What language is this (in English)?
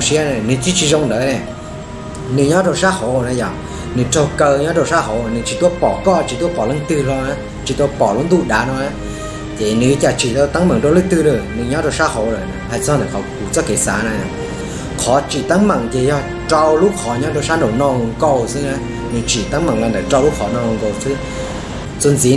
Hmong